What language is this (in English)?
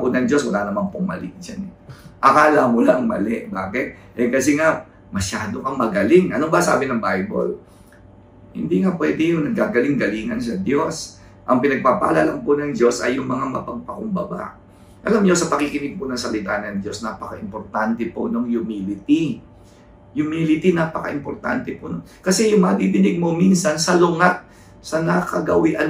Filipino